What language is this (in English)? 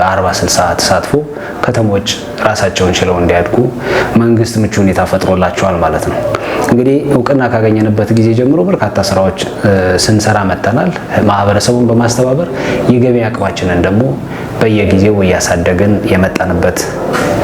Amharic